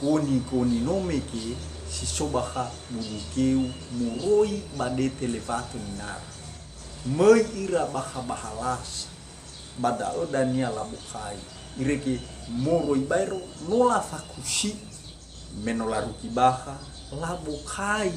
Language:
Nias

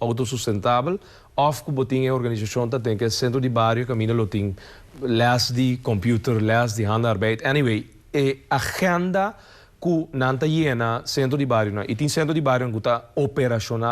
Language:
Papiamento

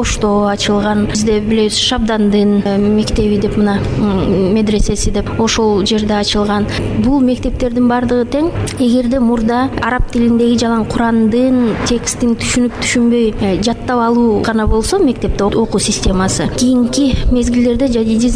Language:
Kyrgyz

